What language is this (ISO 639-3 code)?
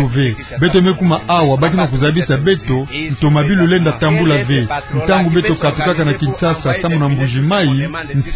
ktu